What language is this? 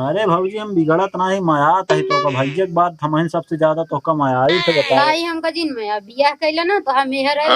Awadhi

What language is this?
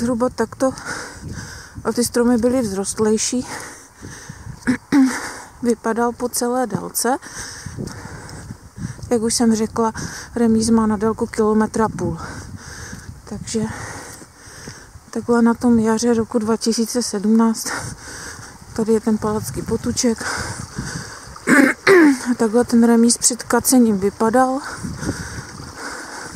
Czech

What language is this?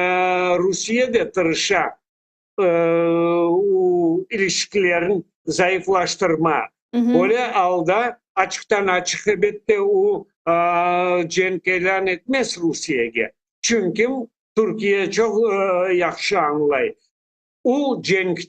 Crimean Tatar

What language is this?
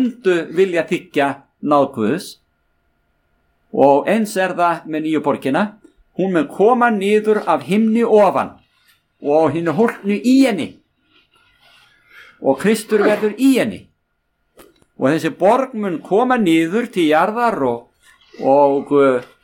Icelandic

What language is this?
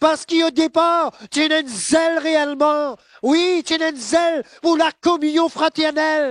Morisyen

